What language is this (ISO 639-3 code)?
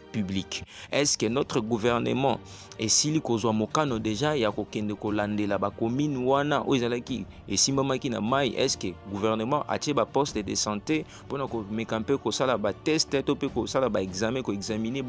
lin